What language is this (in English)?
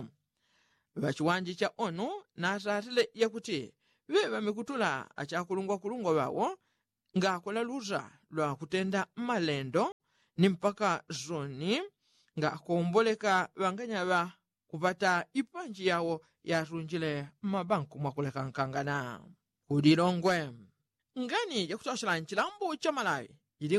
Yao